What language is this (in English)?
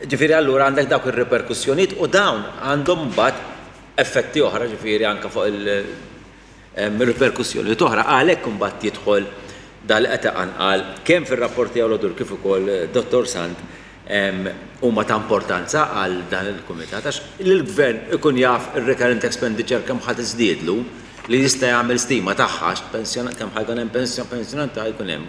Maltese